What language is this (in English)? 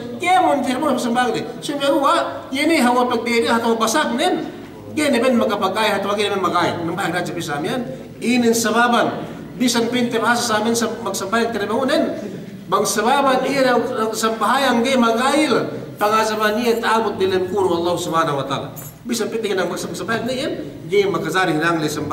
Yakan